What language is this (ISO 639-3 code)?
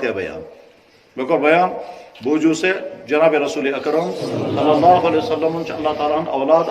kas